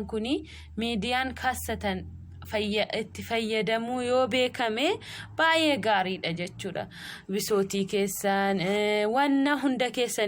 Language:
Oromo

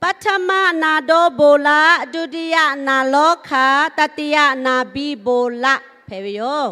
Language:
Lahu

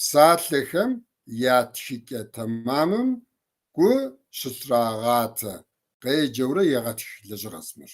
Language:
Kabardian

